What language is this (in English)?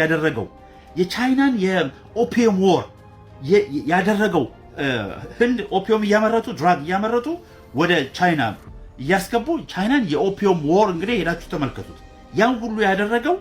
Amharic